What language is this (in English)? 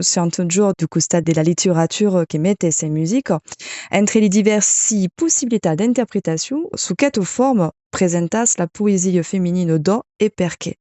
Occitan